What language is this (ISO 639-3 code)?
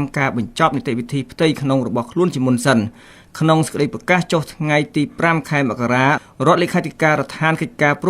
khm